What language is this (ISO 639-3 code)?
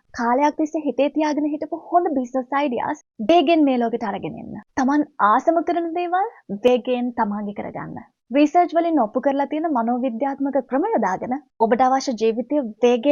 sin